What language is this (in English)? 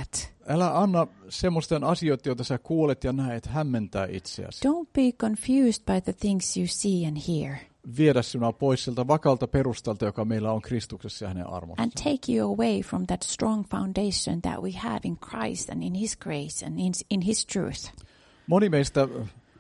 Finnish